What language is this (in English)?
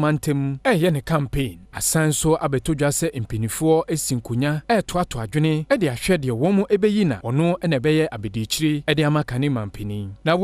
Akan